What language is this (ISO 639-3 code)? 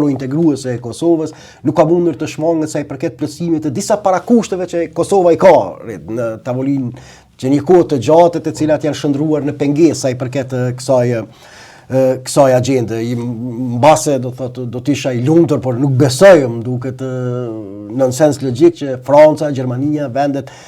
sqi